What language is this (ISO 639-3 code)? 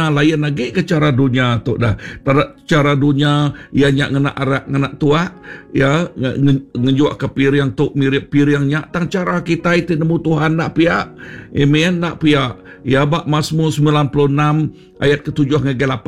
iba